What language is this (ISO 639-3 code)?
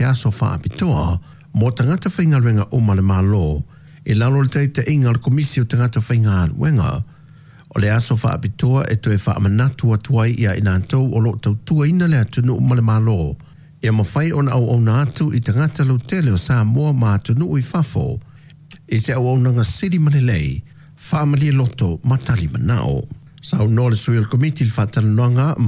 smo